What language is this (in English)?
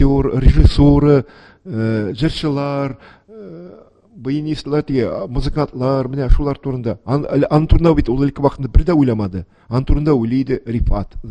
Tatar